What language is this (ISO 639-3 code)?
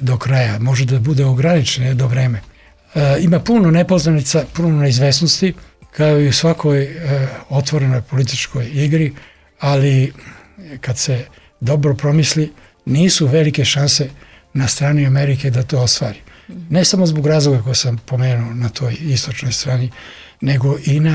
srp